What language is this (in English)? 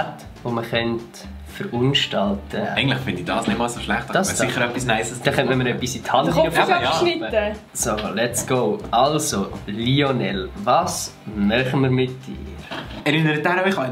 Swiss German